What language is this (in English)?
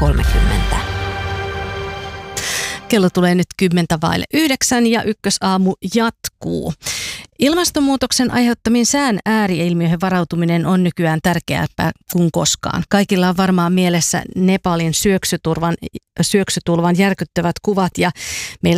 Finnish